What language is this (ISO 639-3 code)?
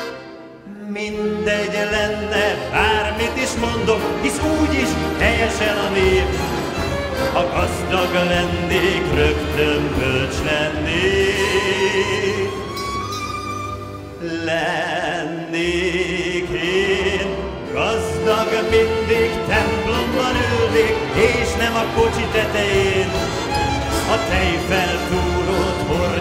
hun